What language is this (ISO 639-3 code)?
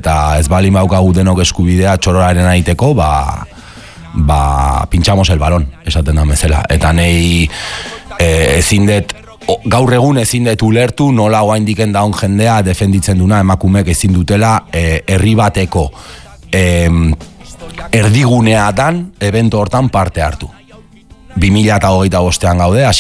eus